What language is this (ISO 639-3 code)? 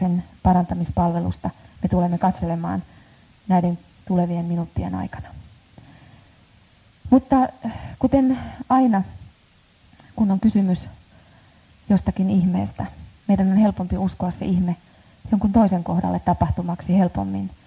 fin